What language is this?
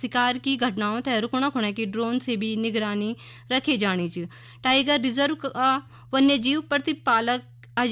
Garhwali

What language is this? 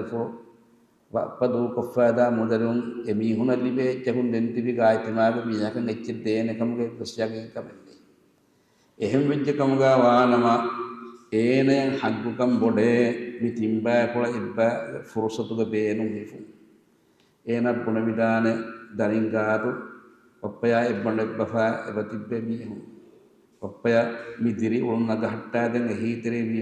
Divehi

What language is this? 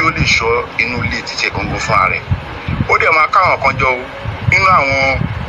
Yoruba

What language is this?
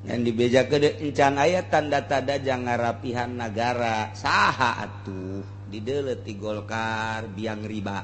Sundanese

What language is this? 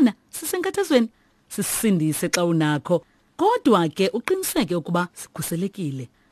Xhosa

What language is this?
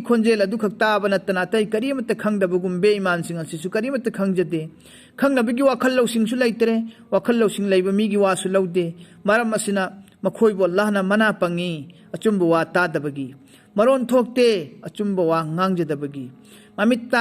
Manipuri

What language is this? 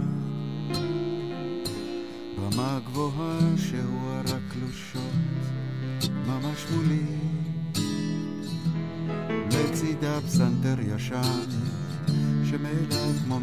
Hebrew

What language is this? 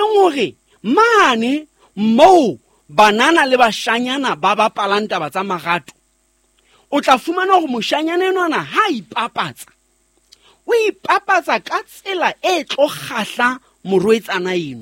Southern Sotho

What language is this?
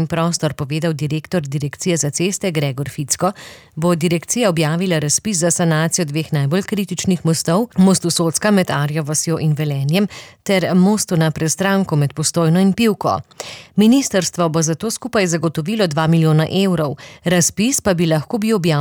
Slovenian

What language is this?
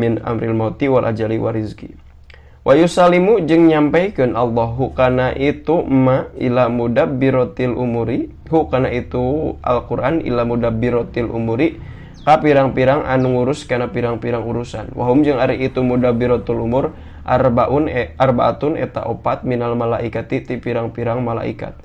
Sundanese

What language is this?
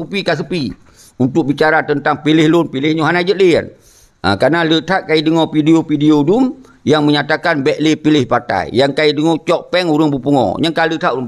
Achinese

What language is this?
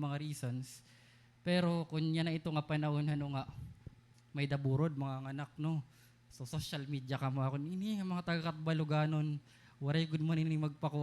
Waray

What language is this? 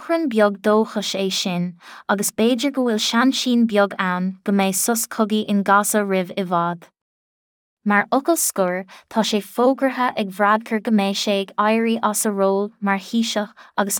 Irish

